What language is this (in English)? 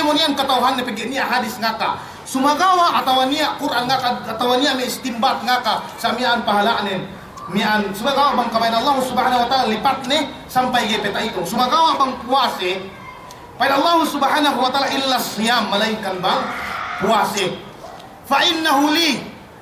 Yakan